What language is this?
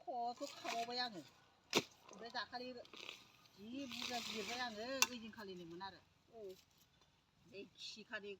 Bodo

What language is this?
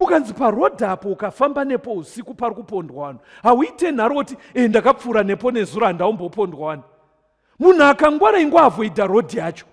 Shona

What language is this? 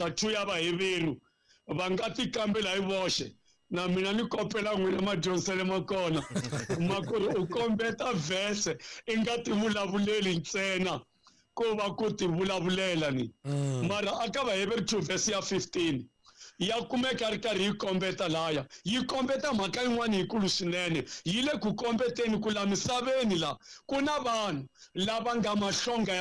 Tsonga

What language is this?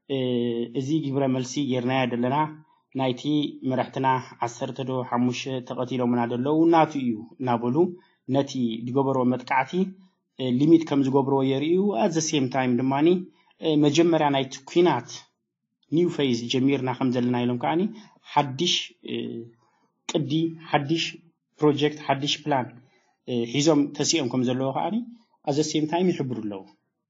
Tigrinya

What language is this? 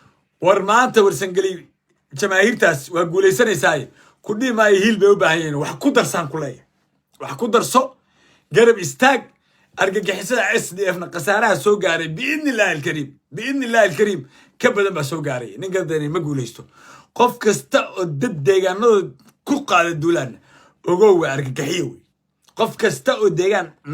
Somali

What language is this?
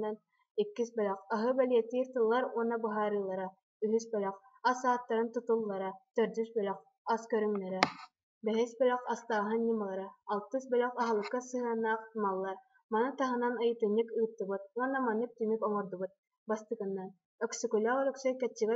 Yakut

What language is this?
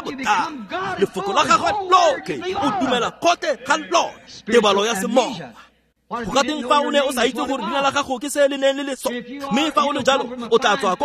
Tswana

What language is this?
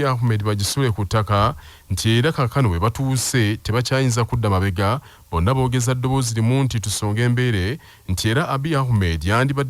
Ganda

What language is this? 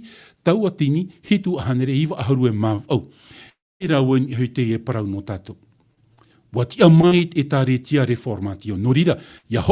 Tahitian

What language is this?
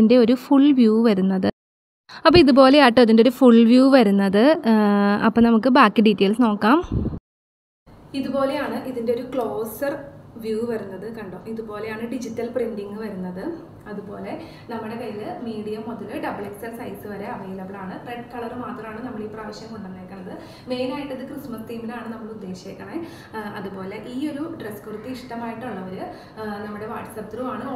Malayalam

